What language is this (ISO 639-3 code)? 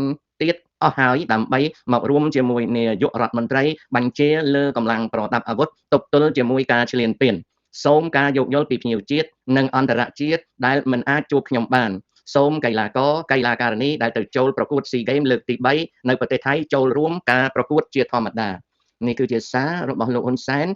khm